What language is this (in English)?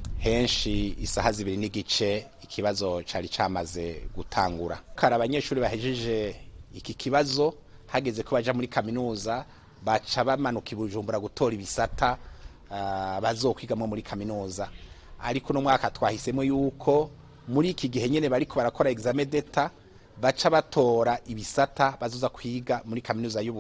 Rundi